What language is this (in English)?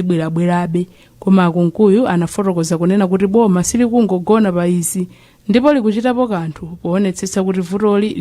Nyanja